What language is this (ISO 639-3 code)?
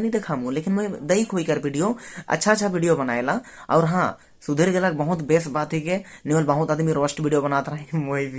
sck